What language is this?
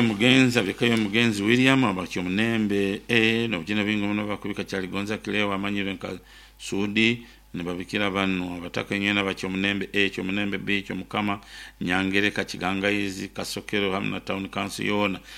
Nyoro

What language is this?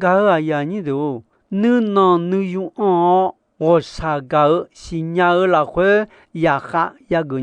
Akha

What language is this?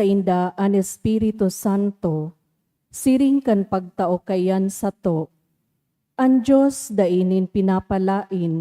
Bikol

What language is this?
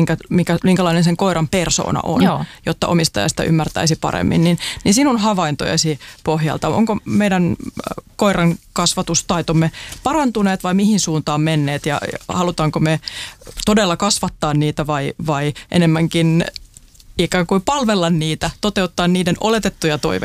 Finnish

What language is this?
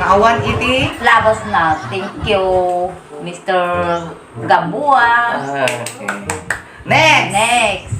Iloko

